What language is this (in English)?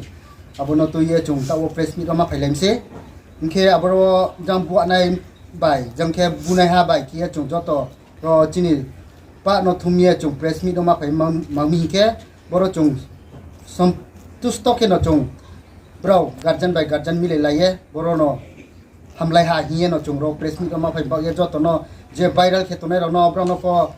Riang (India)